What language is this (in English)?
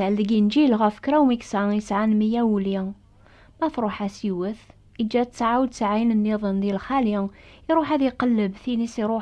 Kabyle